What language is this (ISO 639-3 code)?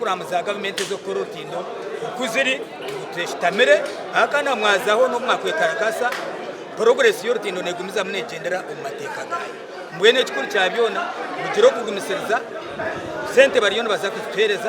nyn